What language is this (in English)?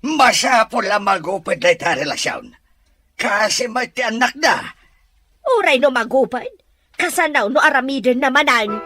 Iloko